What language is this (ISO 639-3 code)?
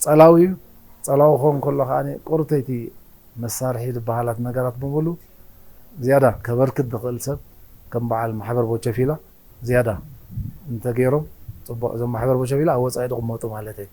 tir